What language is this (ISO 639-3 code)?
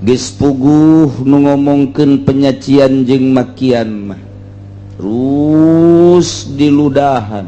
sun